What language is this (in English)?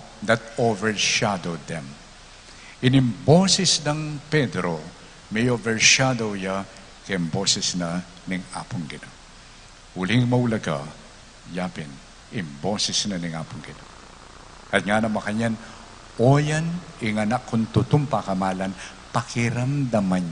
Pampanga